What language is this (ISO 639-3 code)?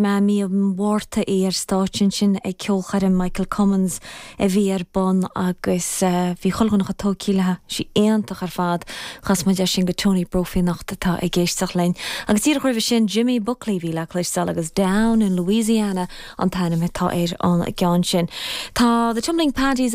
gle